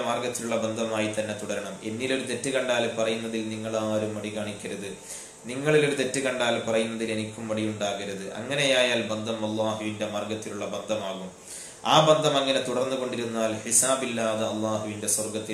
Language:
Malayalam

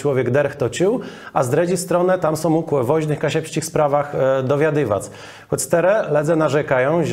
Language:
Kashubian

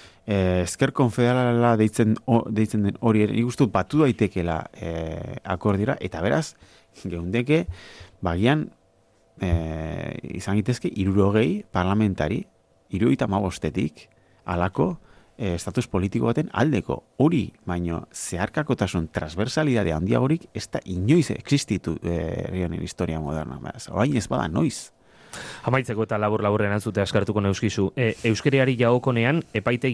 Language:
Basque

